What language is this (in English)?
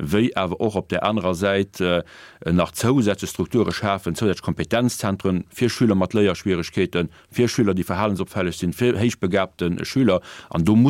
Luxembourgish